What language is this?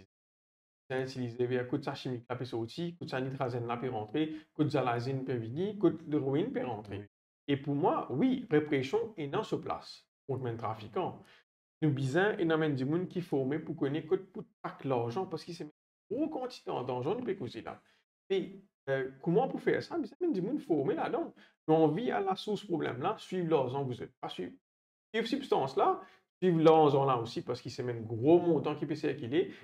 Morisyen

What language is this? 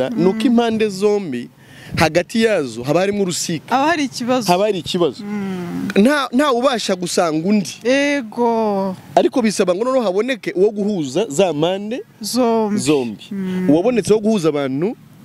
Kinyarwanda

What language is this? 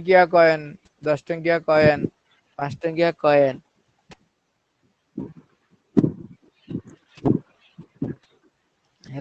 Odia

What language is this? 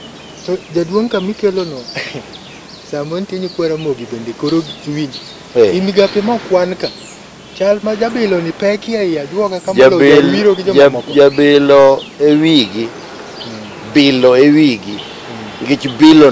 Luo (Kenya and Tanzania)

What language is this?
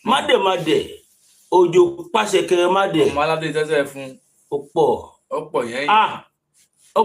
Yoruba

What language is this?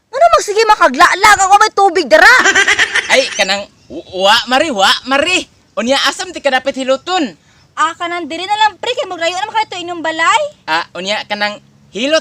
Cebuano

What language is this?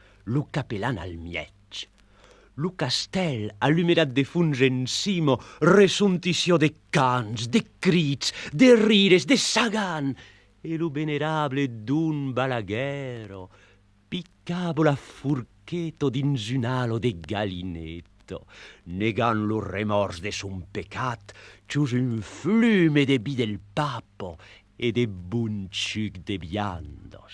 Occitan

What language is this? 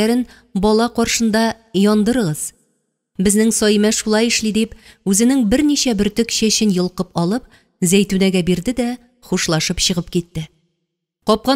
Tatar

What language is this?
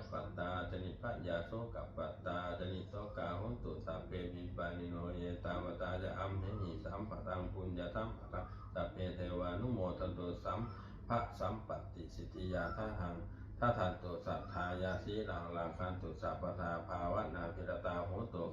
Pali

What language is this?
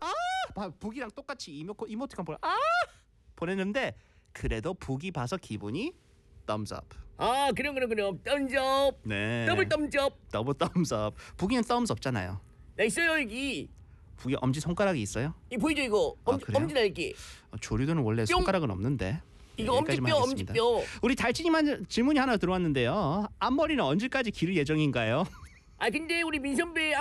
Korean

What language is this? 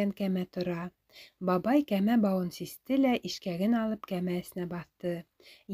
Bashkir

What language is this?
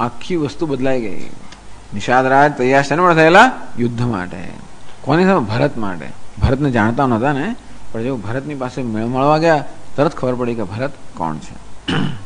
Gujarati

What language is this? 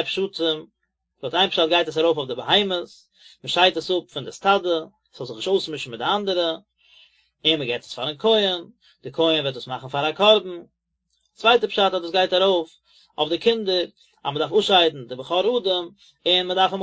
Yiddish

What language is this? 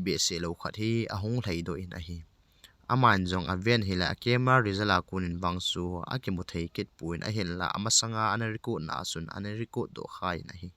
Thado Chin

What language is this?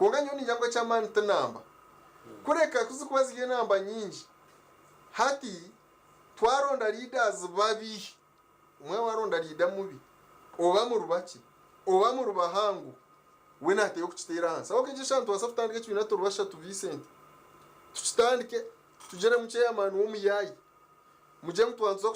Nyankole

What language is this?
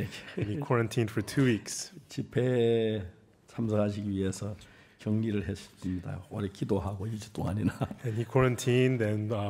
Korean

